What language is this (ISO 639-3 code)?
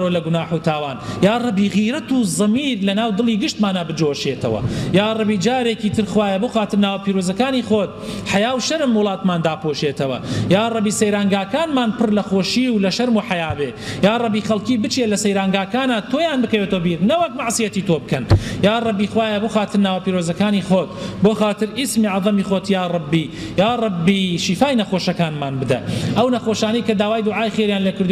ckb